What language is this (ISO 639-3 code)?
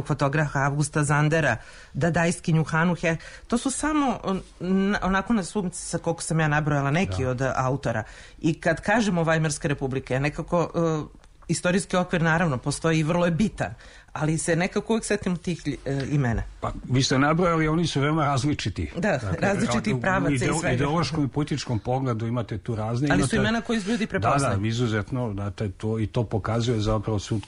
srp